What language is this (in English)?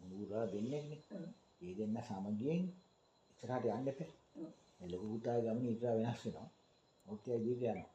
Sinhala